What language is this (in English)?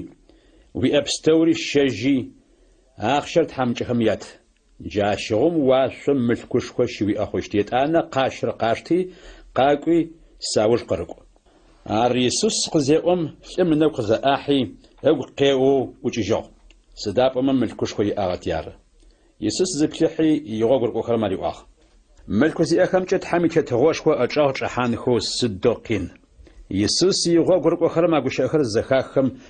Adyghe